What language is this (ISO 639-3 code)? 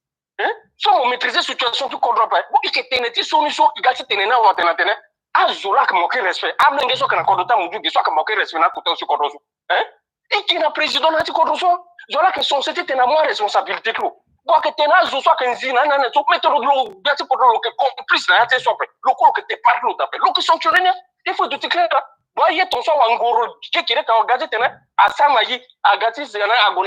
sag